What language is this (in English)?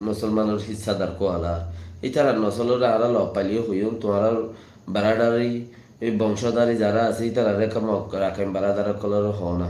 Rohingya